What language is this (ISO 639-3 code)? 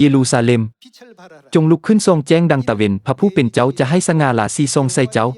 lao